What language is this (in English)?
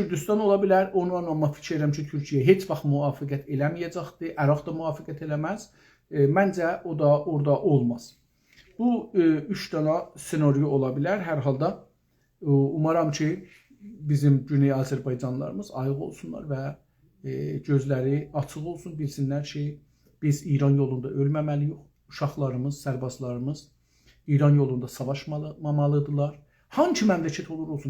South Azerbaijani